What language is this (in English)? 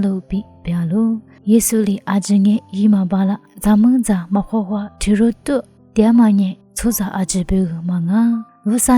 Lisu